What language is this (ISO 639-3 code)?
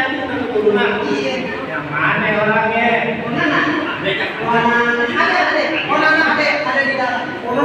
bew